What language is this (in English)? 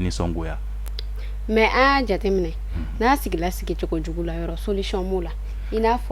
Bambara